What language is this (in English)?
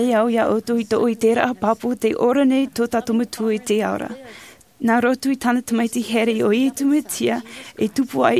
Tahitian